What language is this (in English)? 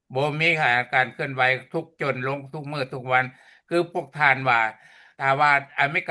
Lao